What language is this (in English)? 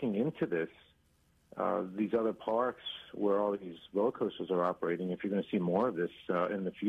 English